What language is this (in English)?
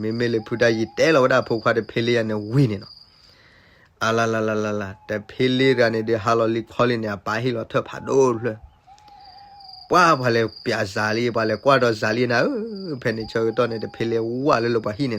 S'gaw Karen